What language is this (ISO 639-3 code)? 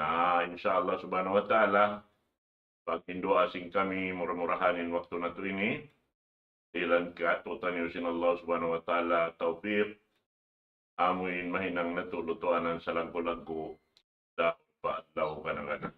tsg